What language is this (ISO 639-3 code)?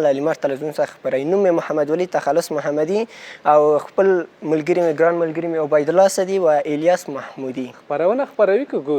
pus